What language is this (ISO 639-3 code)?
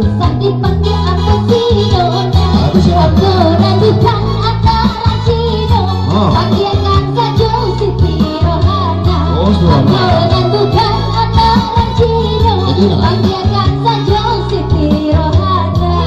min